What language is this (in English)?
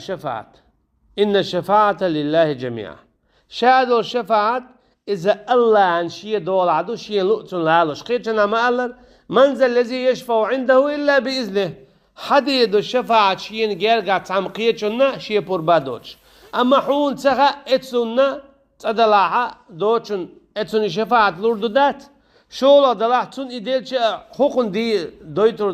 Chechen